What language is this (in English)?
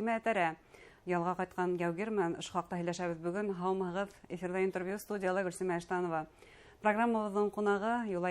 Bashkir